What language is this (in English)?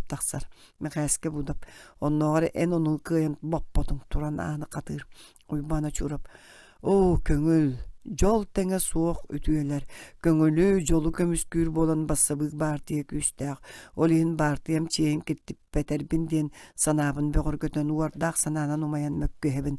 Yakut